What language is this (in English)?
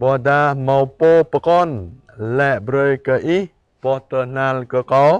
Jarai